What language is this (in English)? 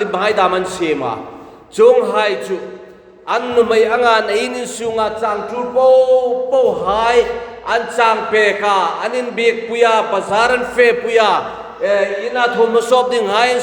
Hmar